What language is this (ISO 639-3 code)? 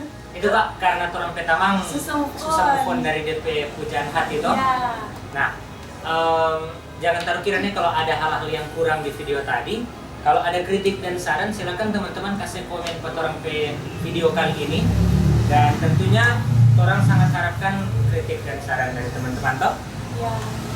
xmm